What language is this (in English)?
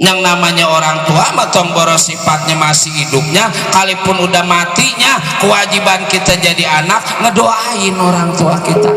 Betawi